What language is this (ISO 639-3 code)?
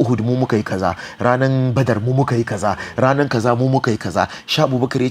hau